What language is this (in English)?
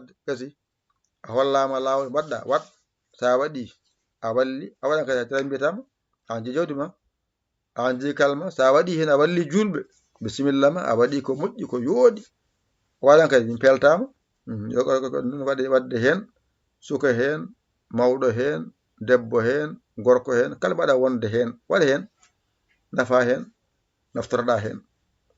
Fula